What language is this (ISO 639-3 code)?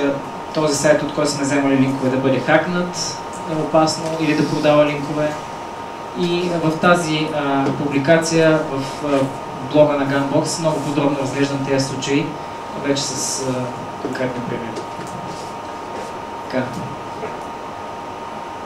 bul